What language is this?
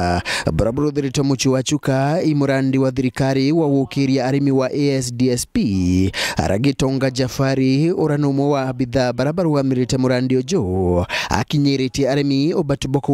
Meru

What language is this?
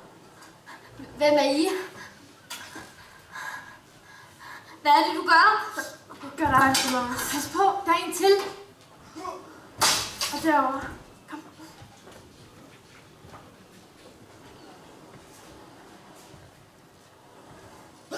Danish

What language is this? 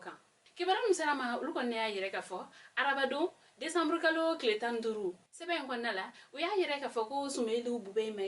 Bambara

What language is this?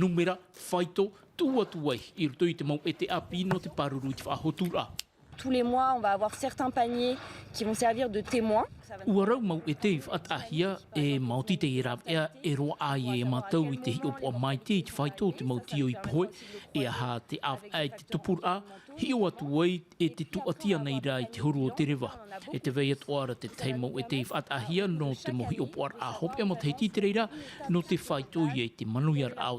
Tahitian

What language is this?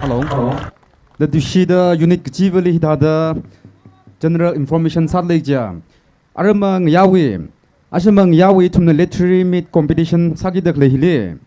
Tangkhul Naga (India)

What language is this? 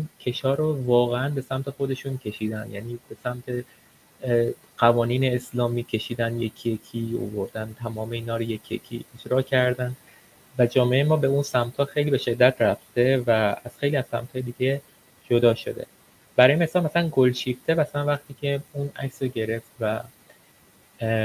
Persian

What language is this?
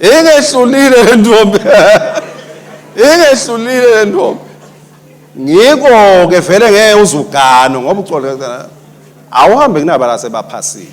Swati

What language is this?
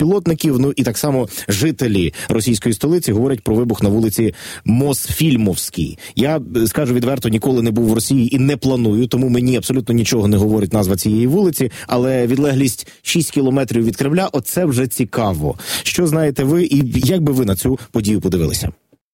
Ukrainian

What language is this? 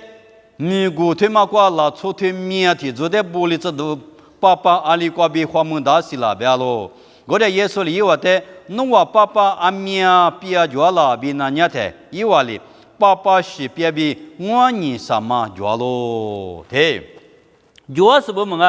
Lisu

